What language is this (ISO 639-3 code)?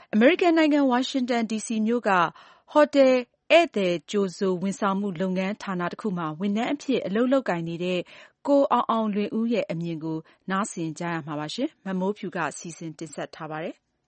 mya